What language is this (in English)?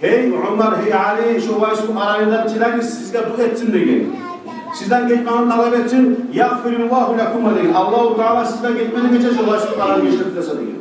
Kumyk